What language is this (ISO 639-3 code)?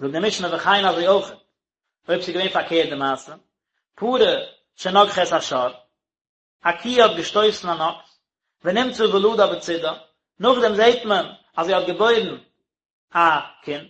yid